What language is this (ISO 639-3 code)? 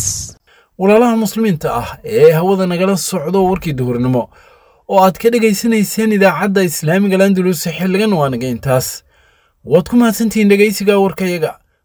som